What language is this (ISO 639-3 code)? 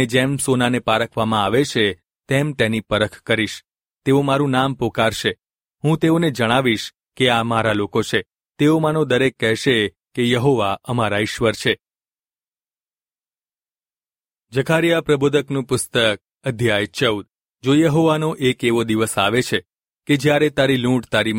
guj